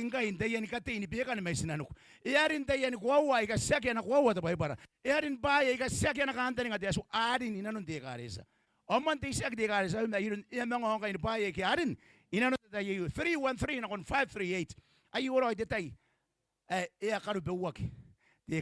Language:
Gilbertese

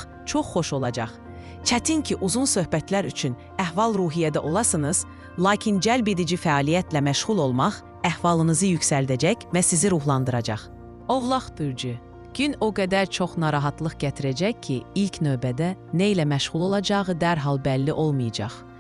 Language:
Azerbaijani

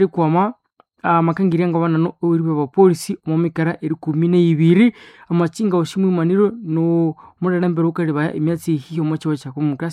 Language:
Nande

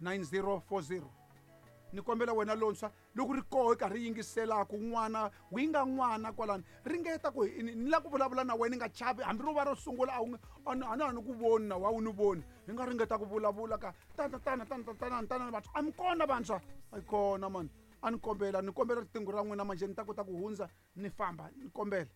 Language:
Tsonga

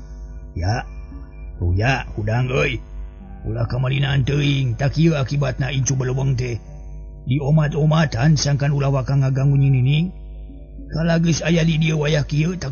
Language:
Sundanese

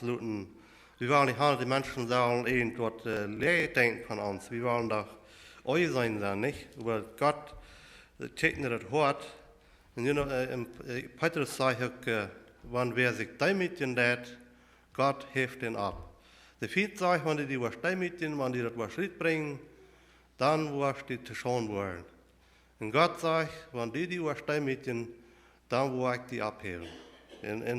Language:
Plautdietsch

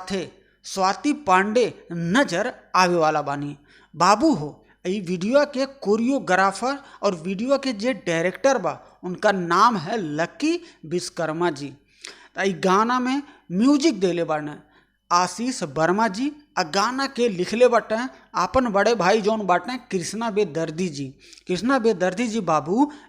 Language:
Bhojpuri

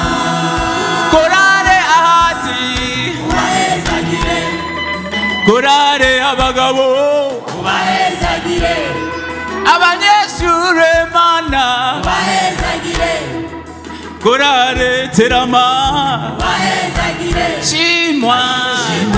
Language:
Rundi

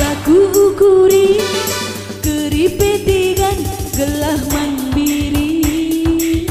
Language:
Batak Karo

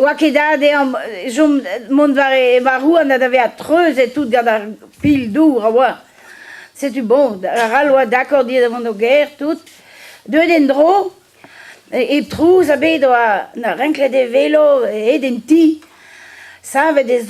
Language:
Breton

